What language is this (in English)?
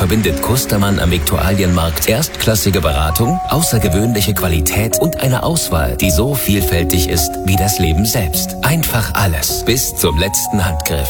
German